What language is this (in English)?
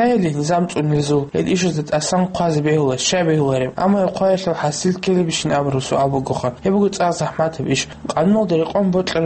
Avaric